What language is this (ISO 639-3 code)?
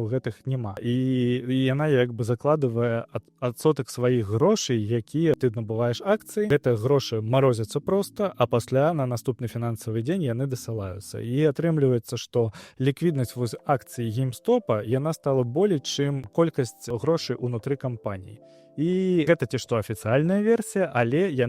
bel